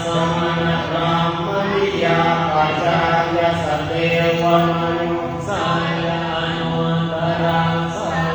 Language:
Pali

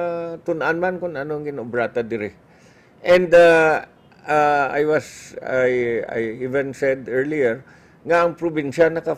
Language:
Hiligaynon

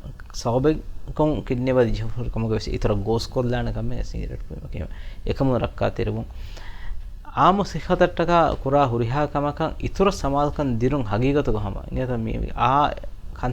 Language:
Divehi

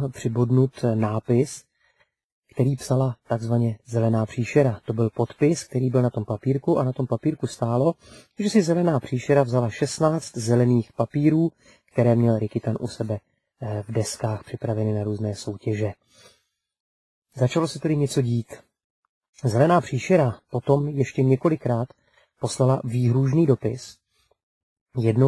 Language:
Czech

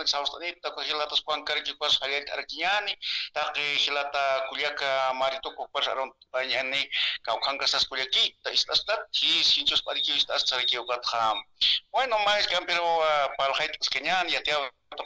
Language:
Aymara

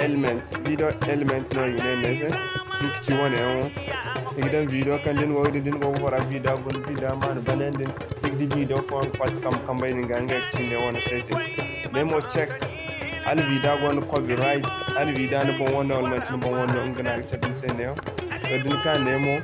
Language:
Zarma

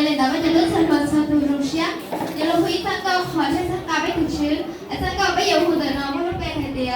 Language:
Hmong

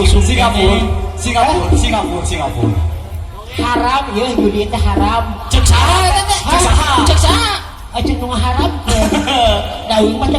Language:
Sundanese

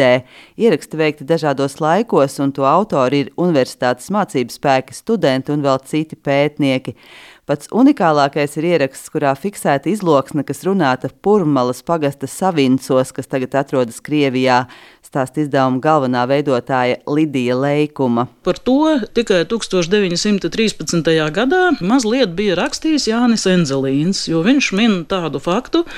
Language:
Latvian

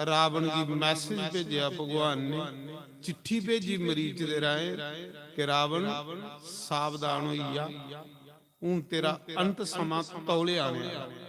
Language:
Dogri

